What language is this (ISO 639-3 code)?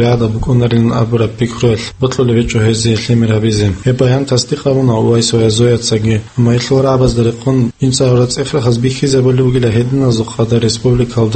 ava